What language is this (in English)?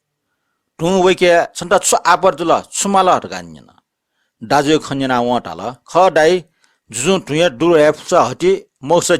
Newari